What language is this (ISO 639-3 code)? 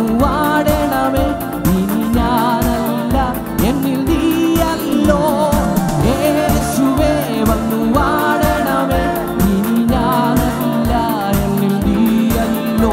mal